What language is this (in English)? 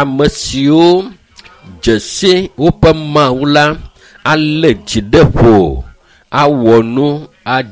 Ewe